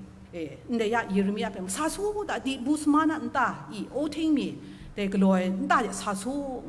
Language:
Kachin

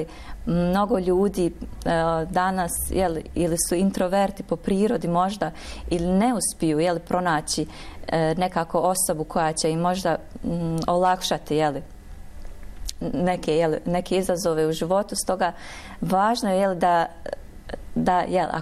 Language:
Bosnian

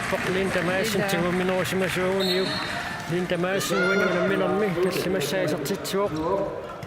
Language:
Kalaallisut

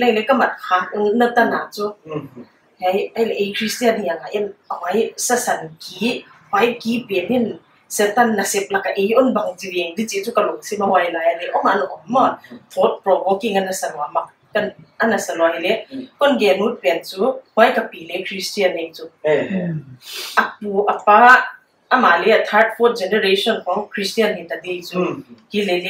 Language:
Paite Chin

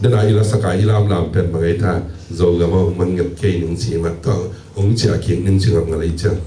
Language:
Tedim Chin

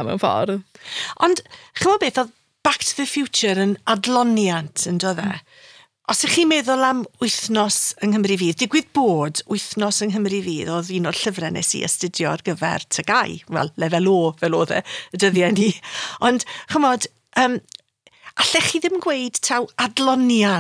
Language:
Welsh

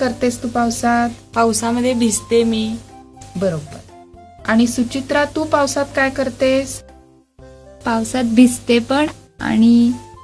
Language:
Marathi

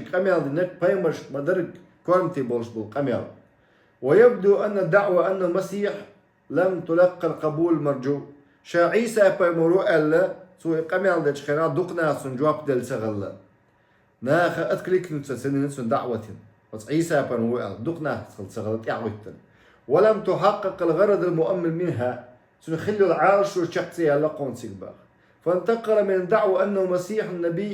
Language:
Chechen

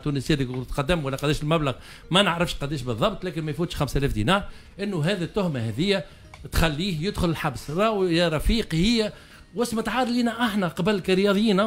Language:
Tunisian Arabic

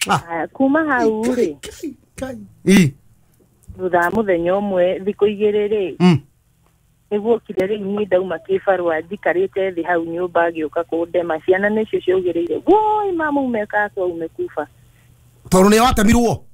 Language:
Kikuyu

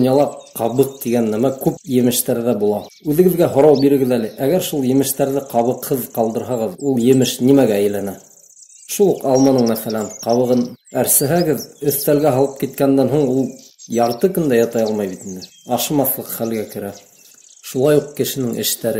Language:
Bashkir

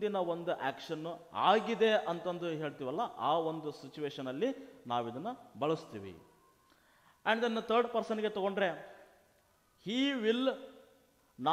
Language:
Kannada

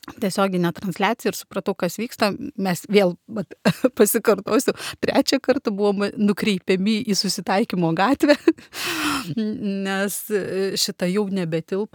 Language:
Lithuanian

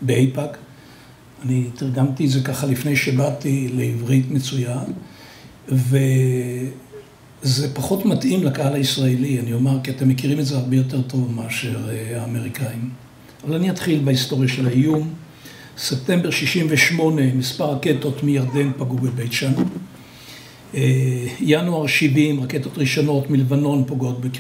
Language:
Hebrew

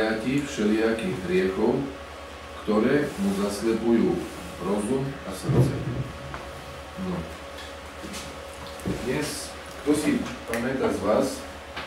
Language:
Slovak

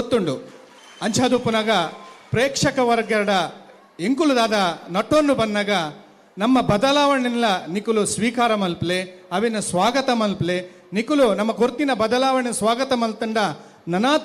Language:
Tulu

